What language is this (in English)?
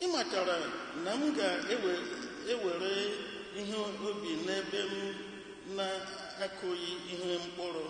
Igbo